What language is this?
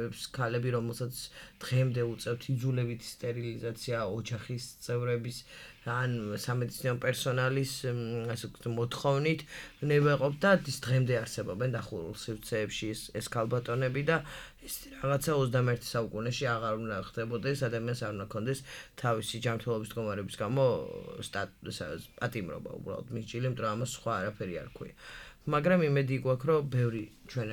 Georgian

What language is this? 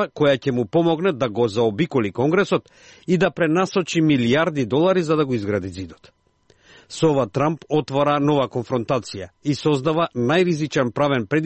Macedonian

